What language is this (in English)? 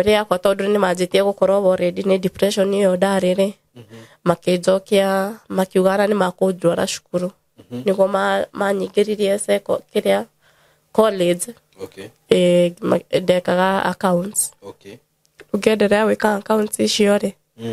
Kikuyu